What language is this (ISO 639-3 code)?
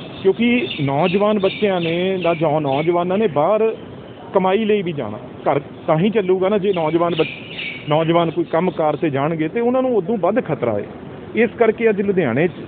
pan